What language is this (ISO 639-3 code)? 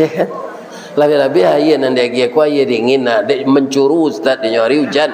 min